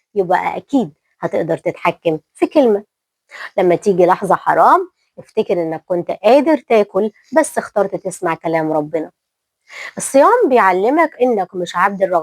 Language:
Egyptian Arabic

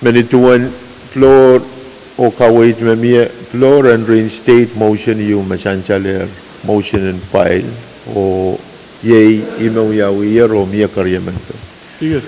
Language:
Pohnpeian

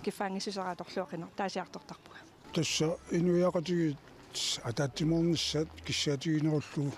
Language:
Kalaallisut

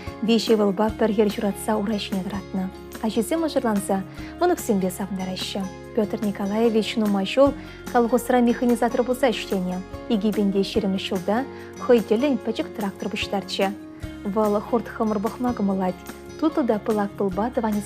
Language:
Chuvash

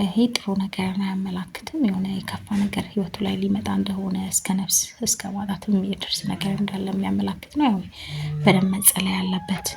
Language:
Amharic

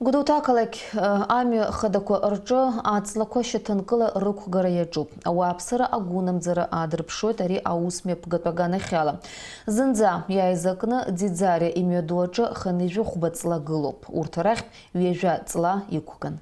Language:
Abkhazian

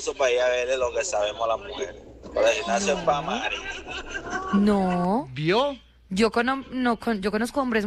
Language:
Spanish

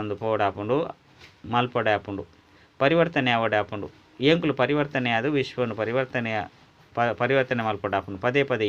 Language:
Tulu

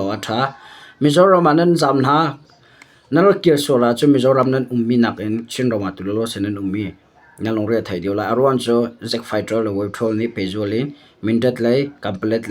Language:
Hakha Chin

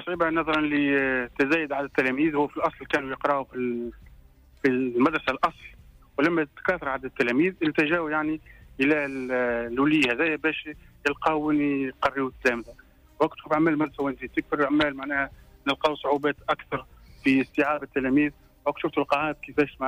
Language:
Tunisian Arabic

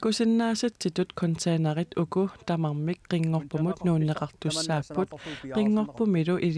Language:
Kalaallisut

